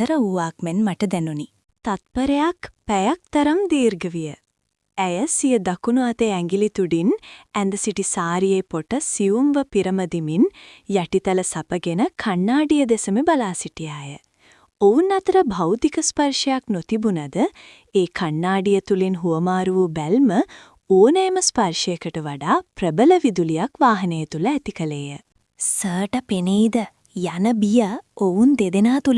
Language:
Sinhala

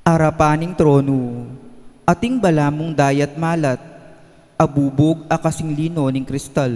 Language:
Pampanga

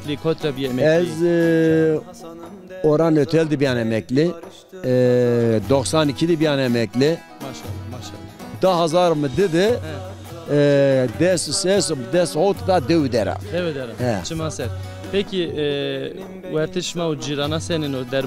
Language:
Zaza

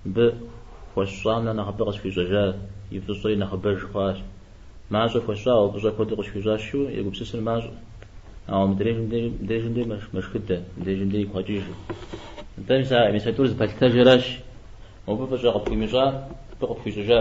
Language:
Kabardian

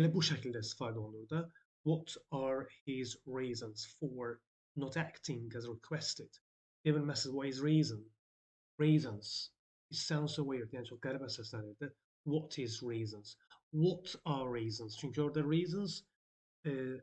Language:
Azerbaijani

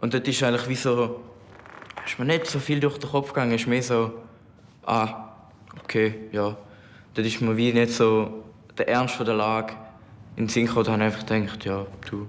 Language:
Swiss German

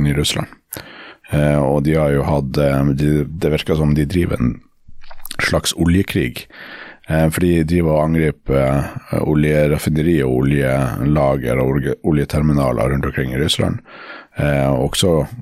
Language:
Norwegian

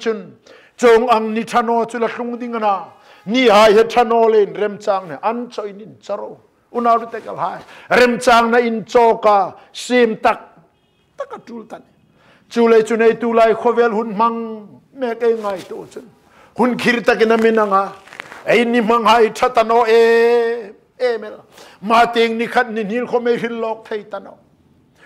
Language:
Hmar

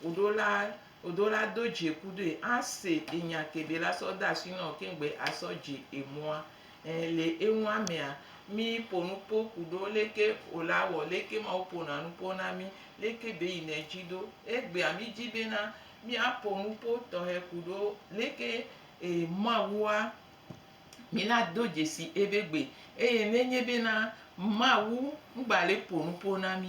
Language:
Gen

